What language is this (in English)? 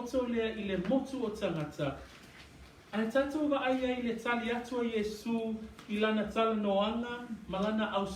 Samoan